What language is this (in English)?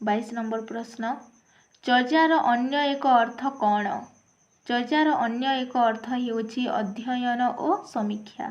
Odia